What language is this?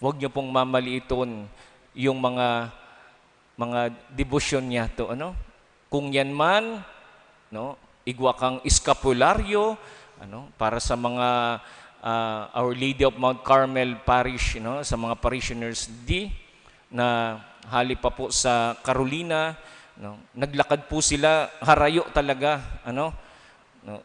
Bikol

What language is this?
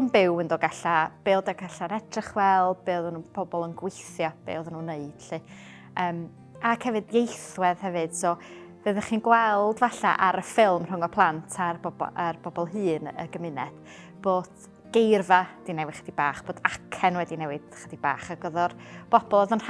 Welsh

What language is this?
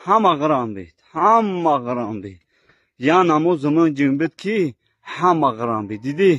Tajik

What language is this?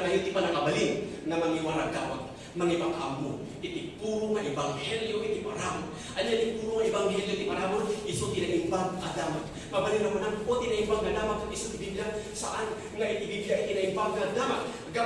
Iloko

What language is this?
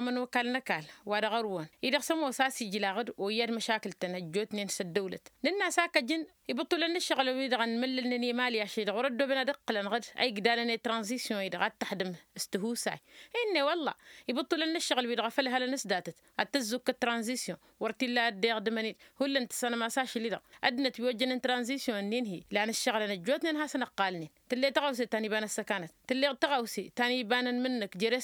Tamasheq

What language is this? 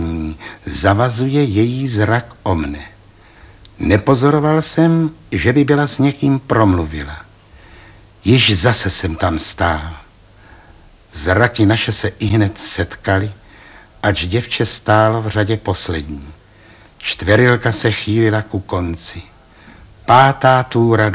Czech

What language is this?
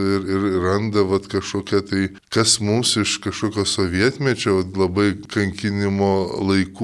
Lithuanian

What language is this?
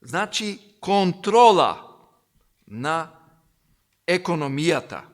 Macedonian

